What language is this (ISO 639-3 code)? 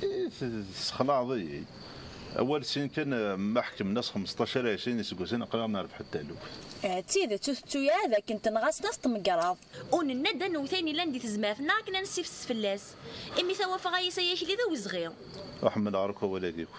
kab